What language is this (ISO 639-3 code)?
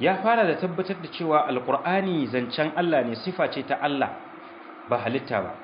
hau